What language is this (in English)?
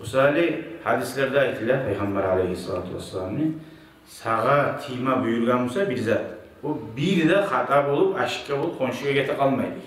Kumyk